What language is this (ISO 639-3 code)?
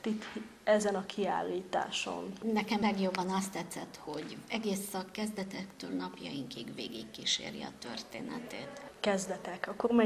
hun